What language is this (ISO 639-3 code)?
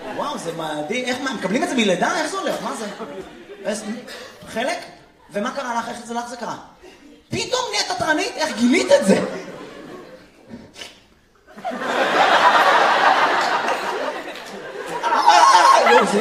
heb